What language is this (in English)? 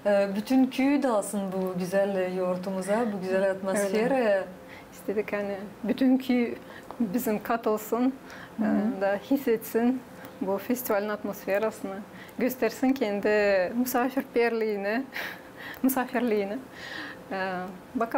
Gagauz